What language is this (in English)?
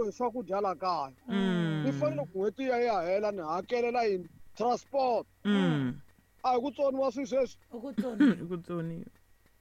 Tsonga